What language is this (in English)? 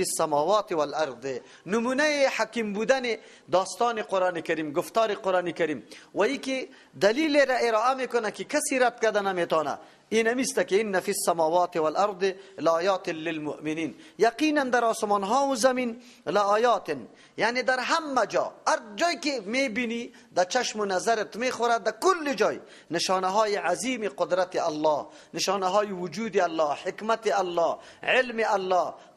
Persian